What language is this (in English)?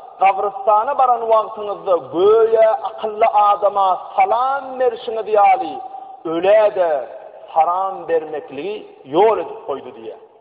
Turkmen